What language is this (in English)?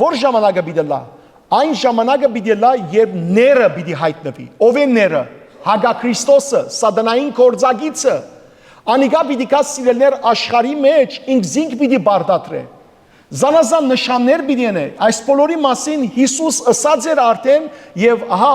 Western Armenian